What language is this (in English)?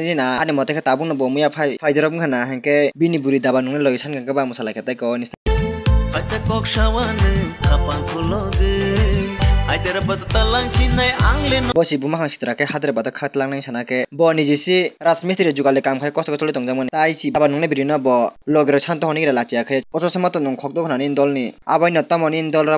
Kok Borok